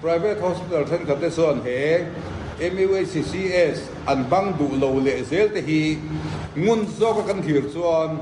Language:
Mizo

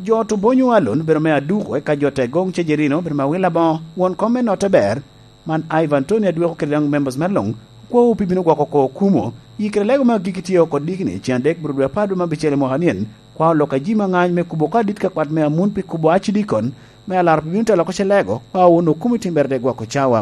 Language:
Lango (Uganda)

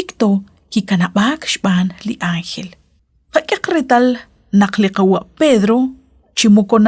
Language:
Kekchí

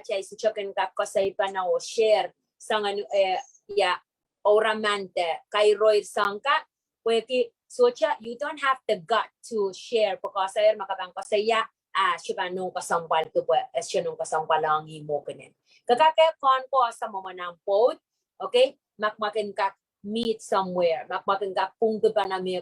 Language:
Pohnpeian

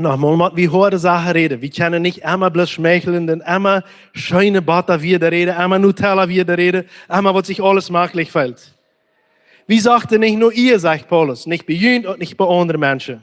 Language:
Plautdietsch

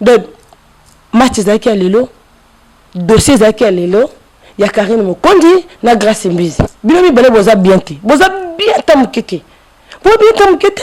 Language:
Lingala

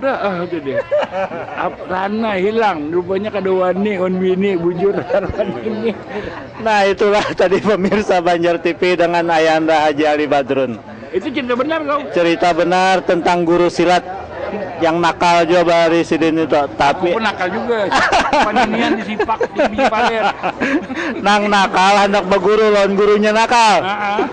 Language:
Banjar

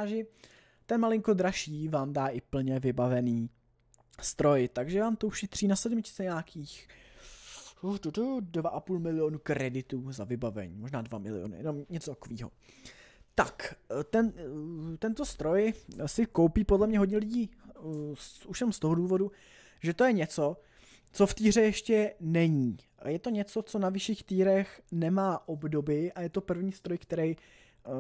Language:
Czech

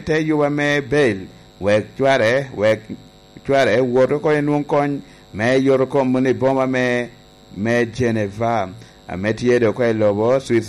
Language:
Lango (Uganda)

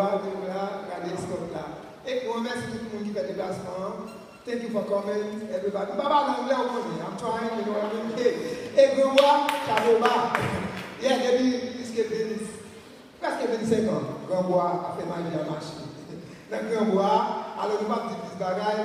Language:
Haitian Creole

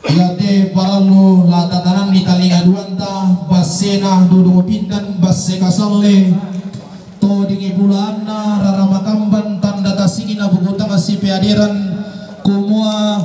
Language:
Toraja-Sa'dan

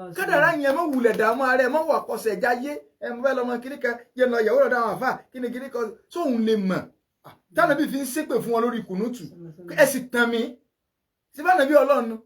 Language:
Yoruba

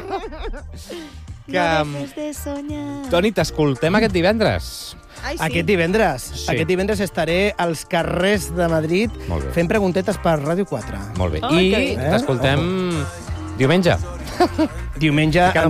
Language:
Catalan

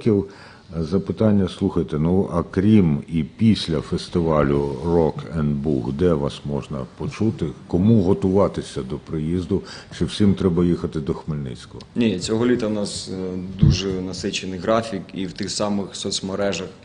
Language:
Ukrainian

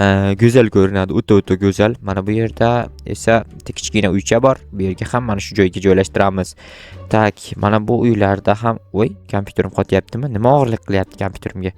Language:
Uzbek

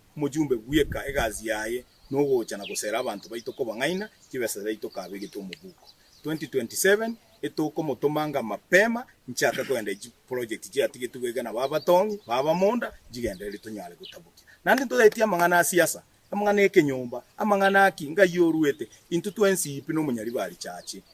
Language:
Gusii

